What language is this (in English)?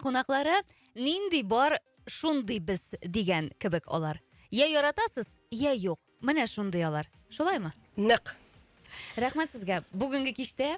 Tatar